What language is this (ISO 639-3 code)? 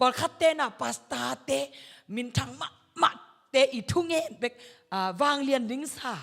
ctd